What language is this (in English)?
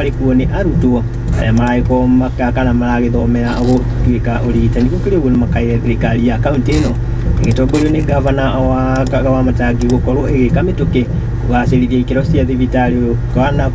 Kikuyu